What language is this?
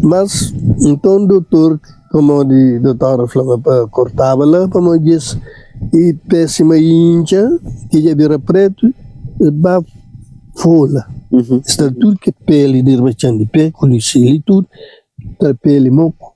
Kabuverdianu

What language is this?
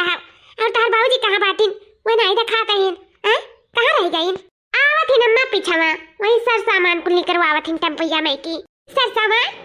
Awadhi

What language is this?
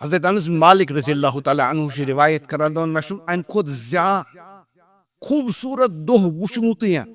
Kashmiri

